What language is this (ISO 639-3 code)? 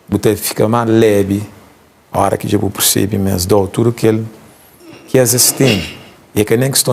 kea